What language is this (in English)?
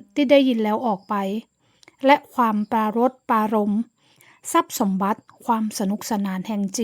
Northern Thai